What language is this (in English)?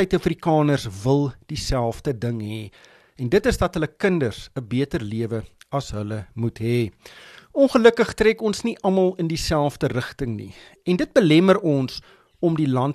Afrikaans